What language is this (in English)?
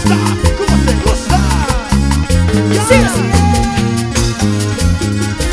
Spanish